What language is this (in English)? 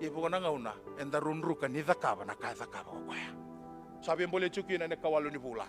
Fijian